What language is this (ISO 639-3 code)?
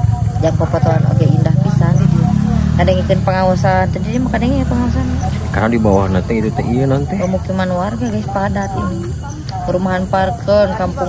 sun